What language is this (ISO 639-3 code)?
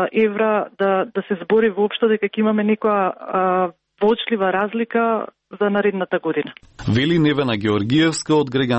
mkd